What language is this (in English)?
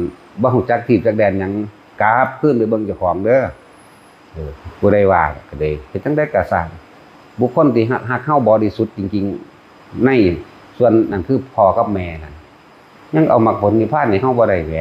Lao